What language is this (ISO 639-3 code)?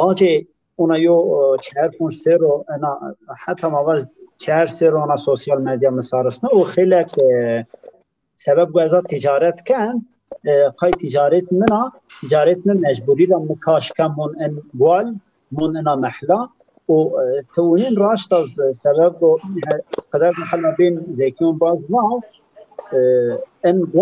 zza